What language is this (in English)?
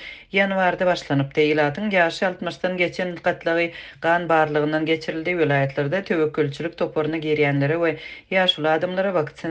Turkmen